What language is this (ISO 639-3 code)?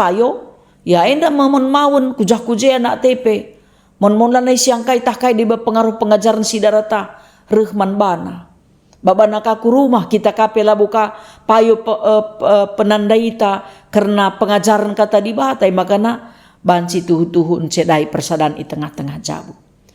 btx